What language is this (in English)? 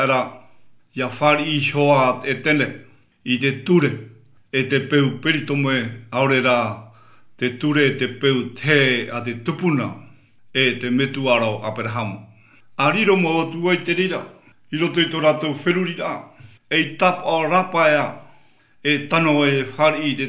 Tahitian